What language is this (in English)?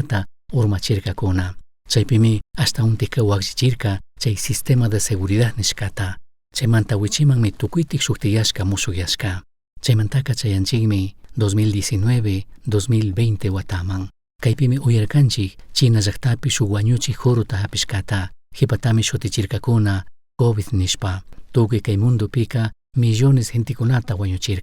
Chimborazo Highland Quichua